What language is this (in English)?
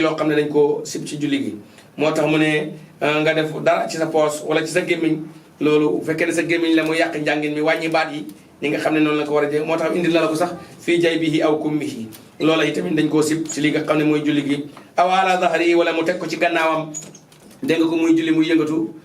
Wolof